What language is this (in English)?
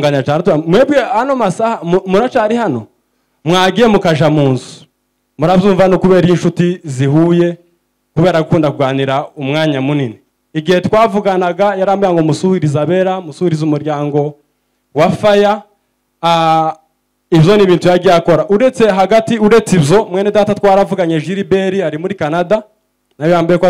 Kinyarwanda